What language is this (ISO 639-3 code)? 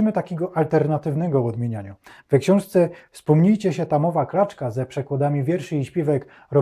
szl